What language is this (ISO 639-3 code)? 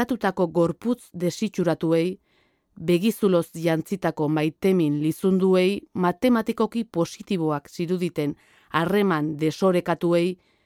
eus